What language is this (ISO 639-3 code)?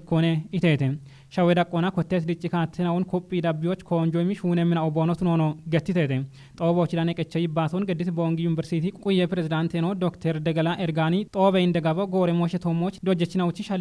kbr